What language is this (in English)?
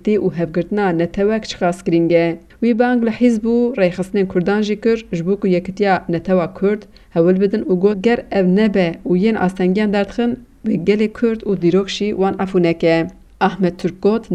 Kurdish